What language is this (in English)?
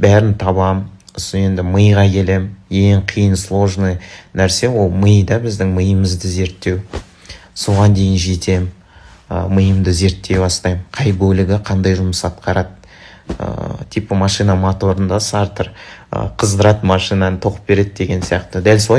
Kazakh